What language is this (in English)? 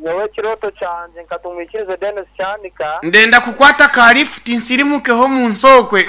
Nyankole